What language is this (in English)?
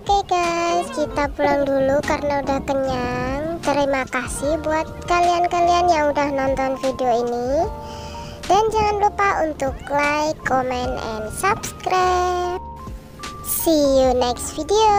Indonesian